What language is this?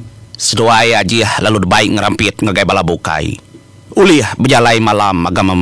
Iban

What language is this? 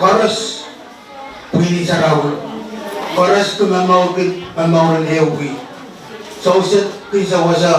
Pohnpeian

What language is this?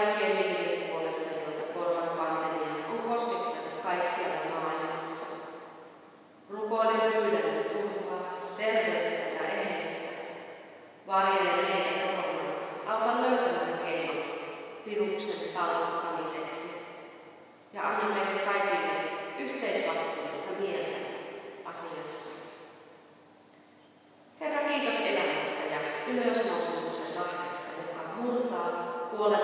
Finnish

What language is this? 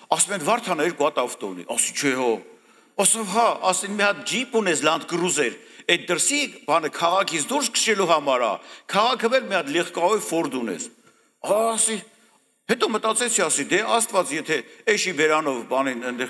Armenian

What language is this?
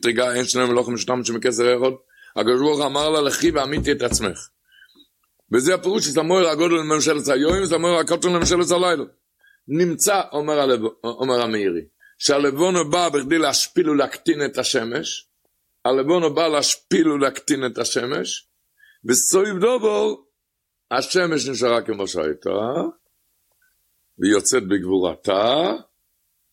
Hebrew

